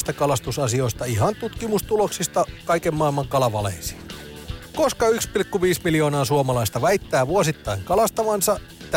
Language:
Finnish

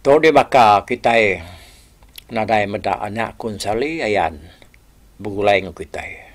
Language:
Iban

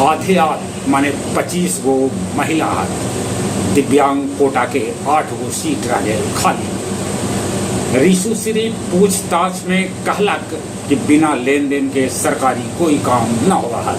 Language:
Magahi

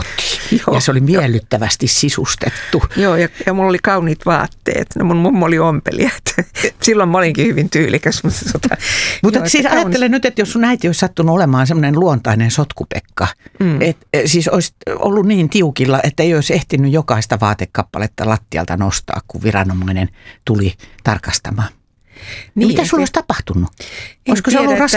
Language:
Finnish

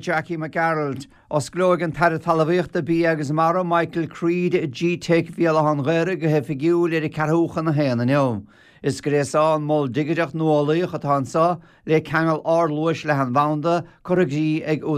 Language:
Irish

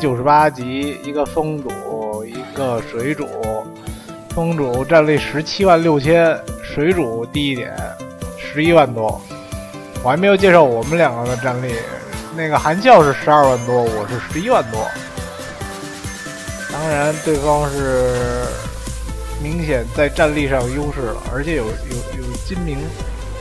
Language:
Chinese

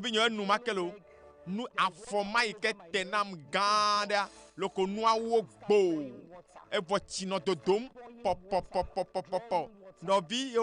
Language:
Ewe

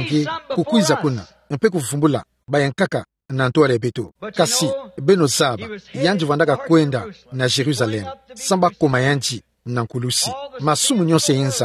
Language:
Kituba (Democratic Republic of Congo)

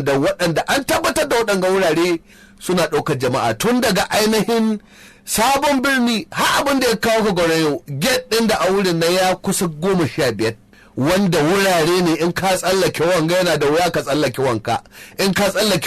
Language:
Hausa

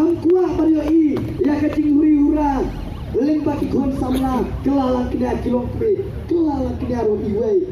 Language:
Khasi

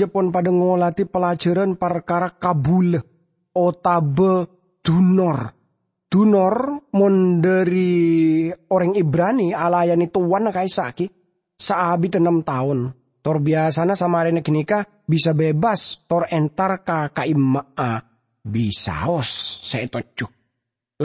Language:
Madurese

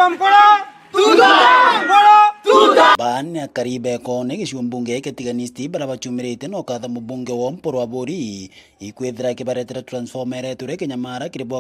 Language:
Meru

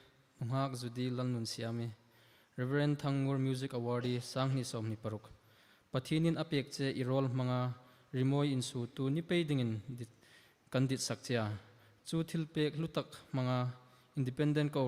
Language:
Hmar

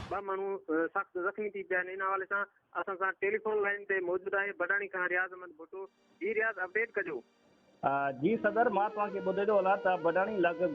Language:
Sindhi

